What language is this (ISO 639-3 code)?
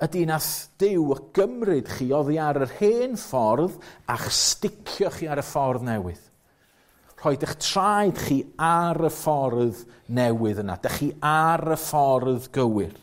cym